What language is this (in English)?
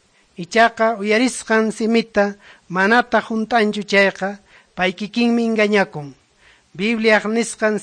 Quechua